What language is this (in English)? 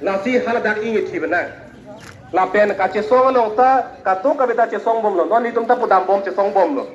Karbi